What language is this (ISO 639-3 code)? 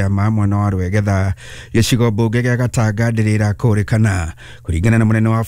kik